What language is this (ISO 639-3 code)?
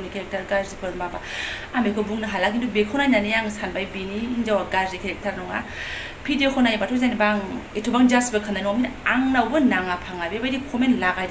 brx